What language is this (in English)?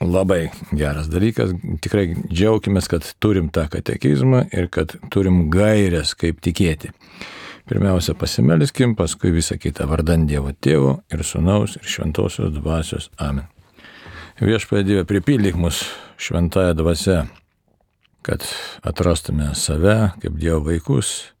Lithuanian